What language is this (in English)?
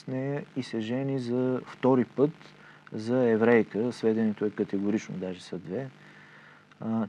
Bulgarian